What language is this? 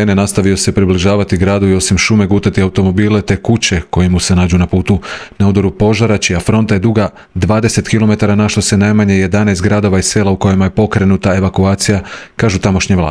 Croatian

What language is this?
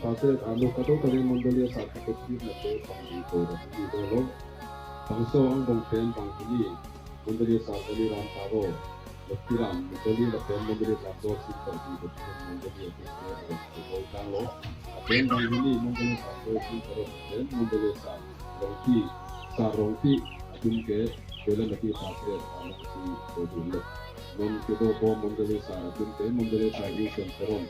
Karbi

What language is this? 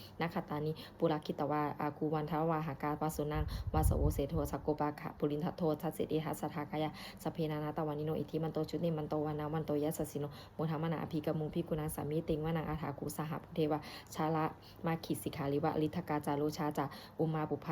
Pali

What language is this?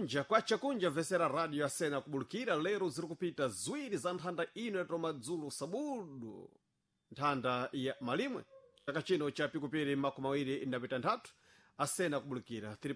Sena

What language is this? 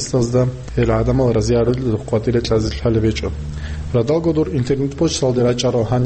Avaric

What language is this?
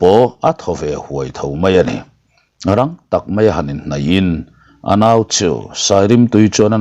Mizo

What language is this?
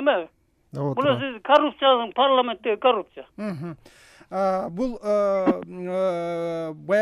Kyrgyz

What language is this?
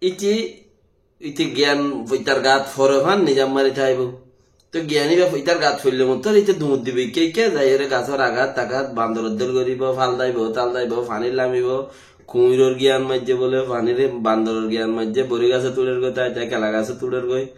Rohingya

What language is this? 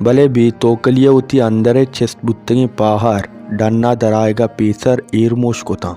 Baluchi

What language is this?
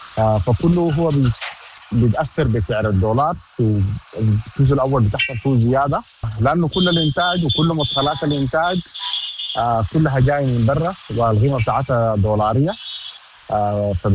Sudanese Arabic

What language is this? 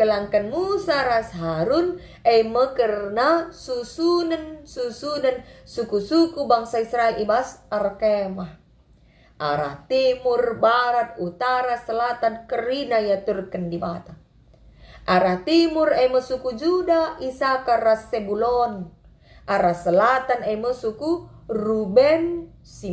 Batak Karo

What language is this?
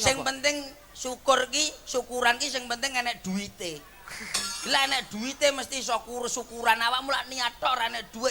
Javanese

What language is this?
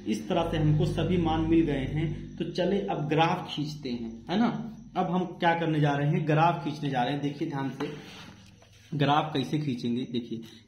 Hindi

